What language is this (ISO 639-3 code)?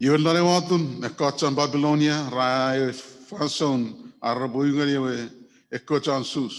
chk